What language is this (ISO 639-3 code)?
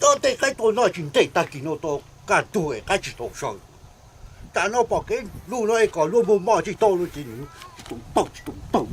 hmn